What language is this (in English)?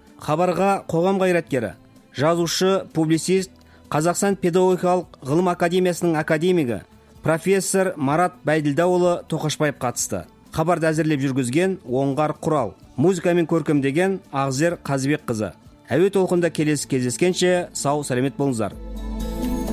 Kazakh